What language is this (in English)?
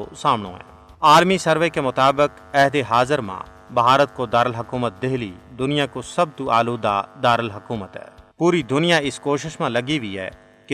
Gujari